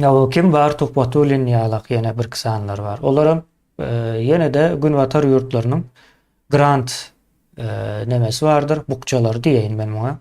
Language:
Turkmen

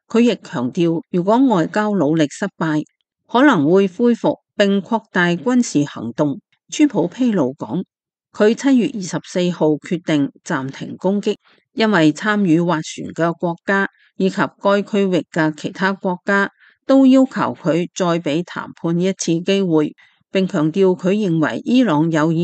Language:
Cantonese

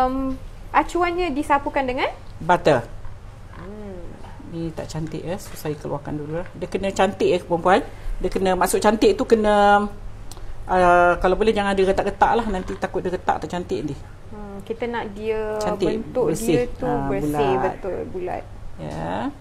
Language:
Malay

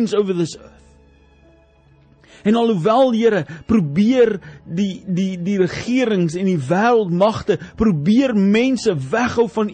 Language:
Afrikaans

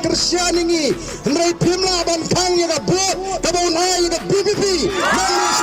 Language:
Khasi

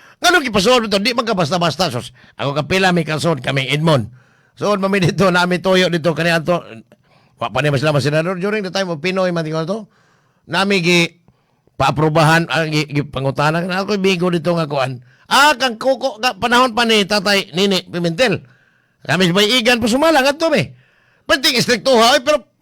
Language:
Cebuano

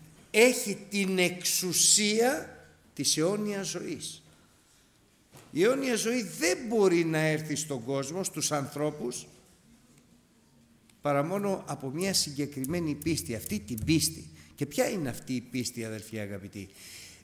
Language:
Greek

